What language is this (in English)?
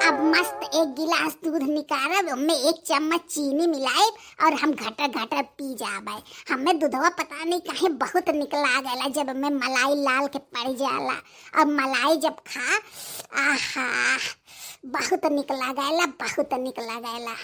Bhojpuri